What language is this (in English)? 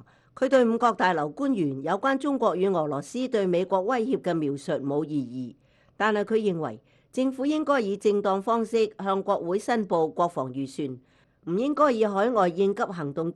Cantonese